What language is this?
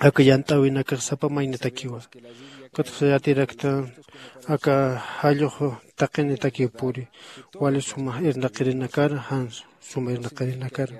Aymara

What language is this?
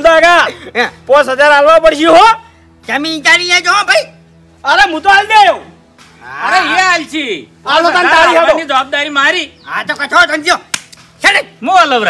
Gujarati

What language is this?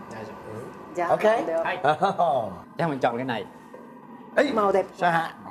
Vietnamese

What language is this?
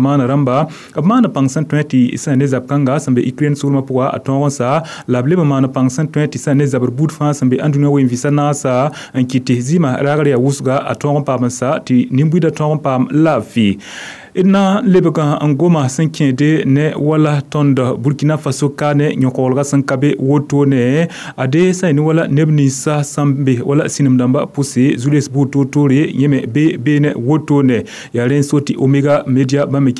Mossi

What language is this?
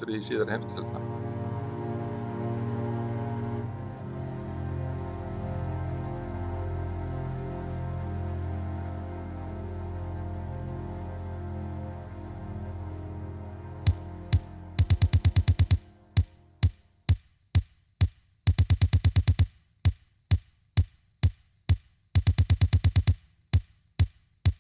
Icelandic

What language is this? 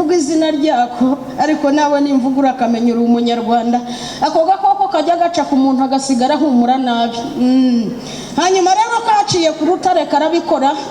Kinyarwanda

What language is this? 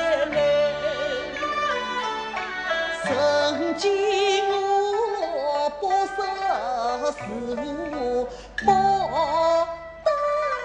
Chinese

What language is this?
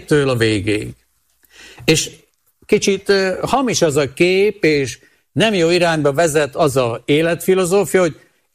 Hungarian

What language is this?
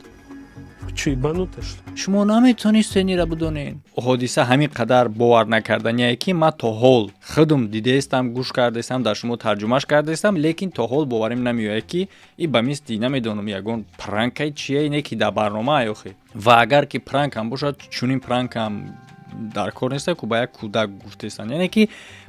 Tajik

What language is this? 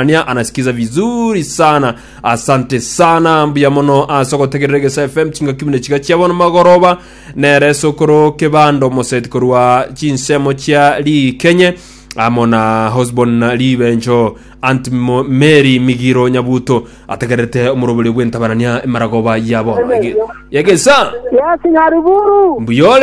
Gusii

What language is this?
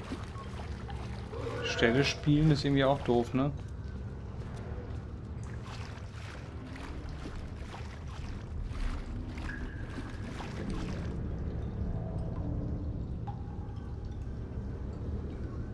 German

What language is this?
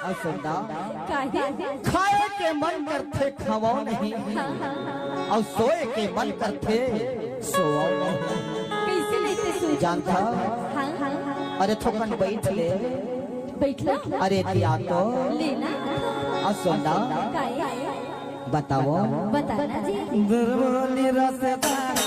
Chhattisgarhi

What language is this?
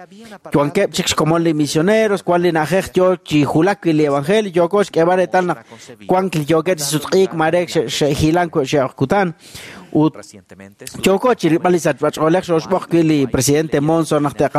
Kekchí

